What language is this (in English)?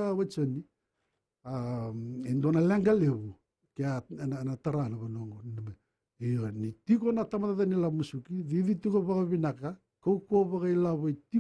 Fijian